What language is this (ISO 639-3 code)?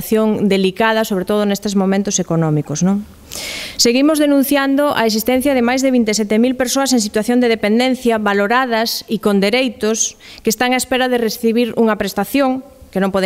glg